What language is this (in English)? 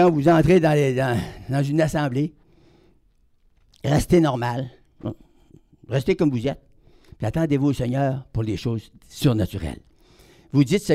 French